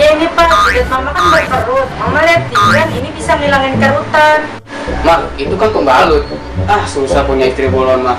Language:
Betawi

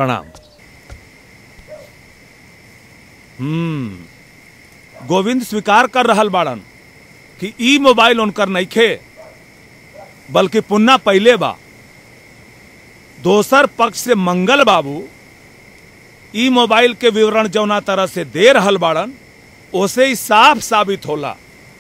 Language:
Bhojpuri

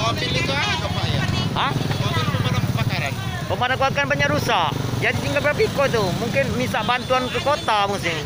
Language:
Musi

